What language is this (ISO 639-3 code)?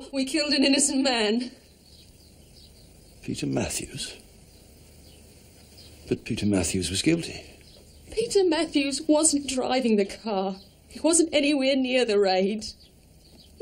eng